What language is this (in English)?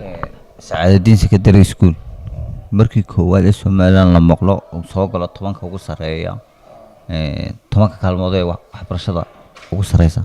Somali